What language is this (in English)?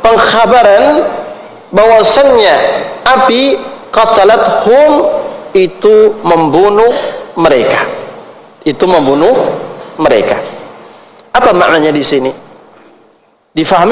Indonesian